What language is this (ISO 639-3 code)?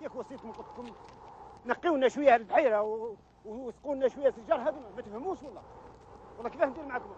arq